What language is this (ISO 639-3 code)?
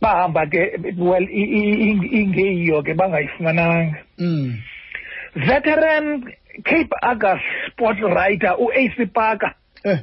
xho